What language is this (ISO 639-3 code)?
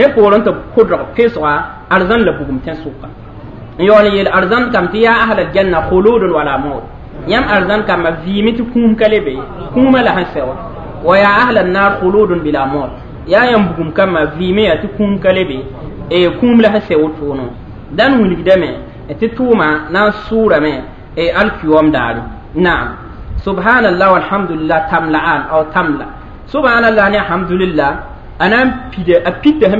mos